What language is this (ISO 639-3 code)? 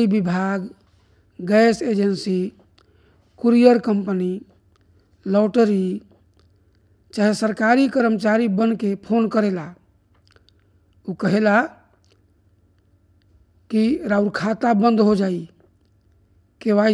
bho